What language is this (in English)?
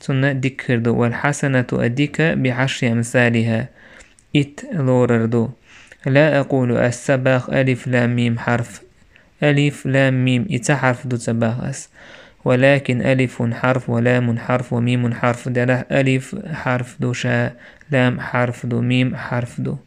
Chechen